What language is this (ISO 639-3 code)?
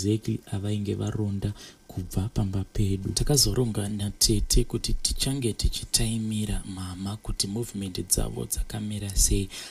sna